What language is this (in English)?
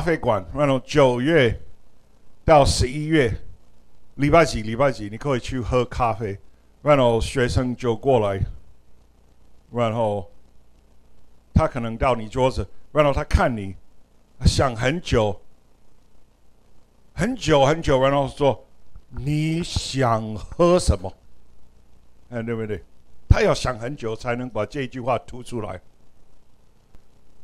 Chinese